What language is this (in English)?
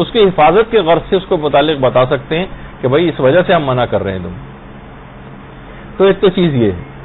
Urdu